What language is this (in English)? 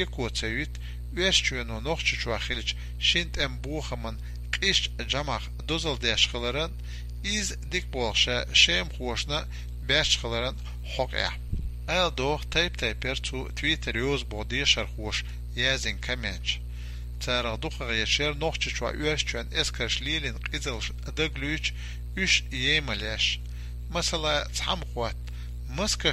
Chechen